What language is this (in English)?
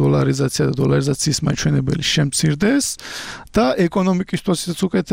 Georgian